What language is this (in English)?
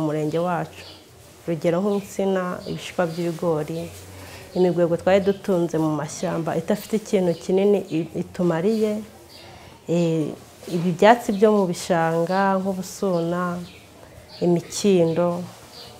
Kinyarwanda